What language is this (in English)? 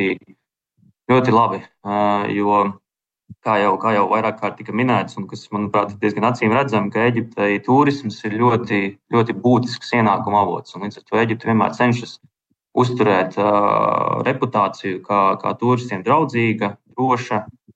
Latvian